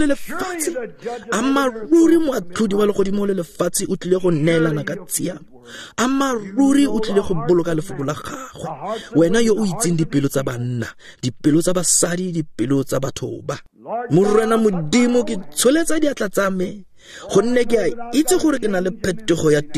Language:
Tswana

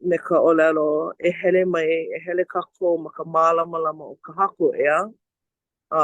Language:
Hawaiian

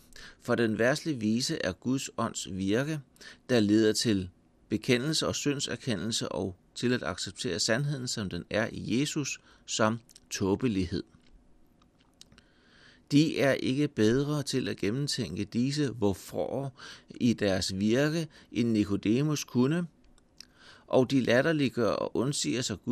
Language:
Danish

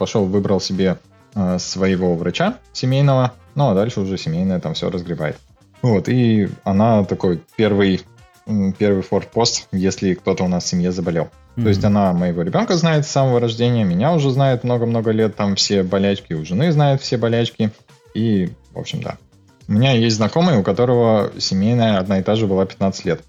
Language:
Russian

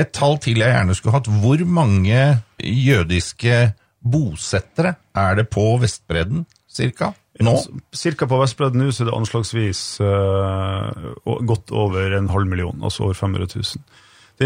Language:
Norwegian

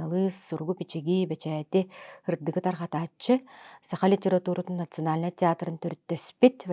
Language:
Yakut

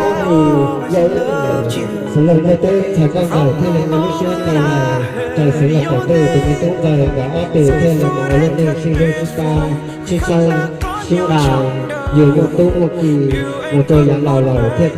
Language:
Hmong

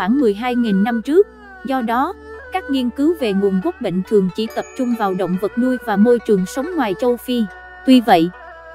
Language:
Vietnamese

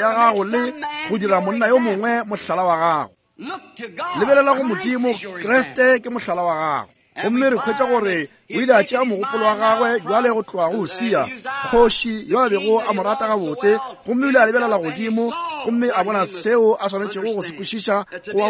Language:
Northern Sotho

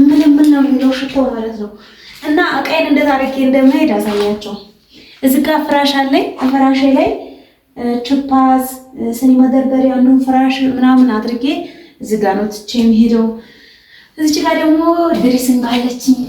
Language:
Amharic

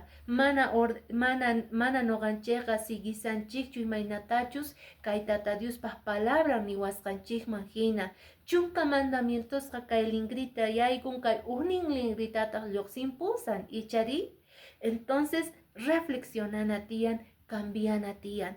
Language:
Quechua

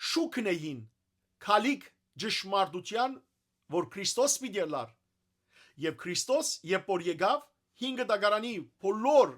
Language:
Western Armenian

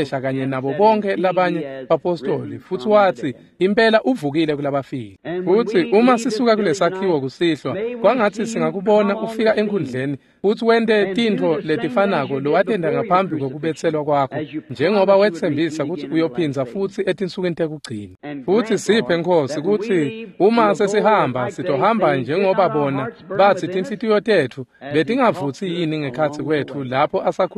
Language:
Swati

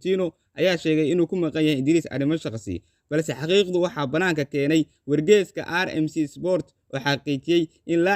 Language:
Somali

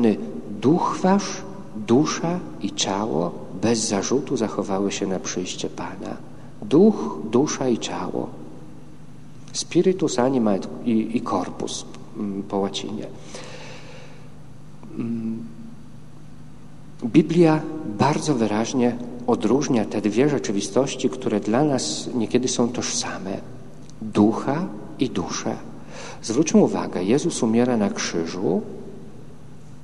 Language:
Polish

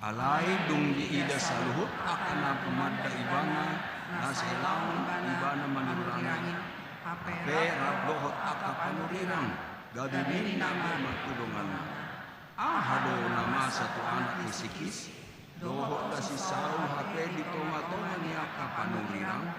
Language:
Batak Toba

